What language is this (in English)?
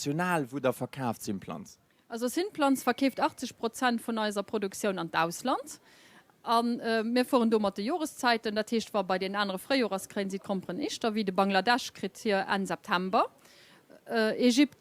Luxembourgish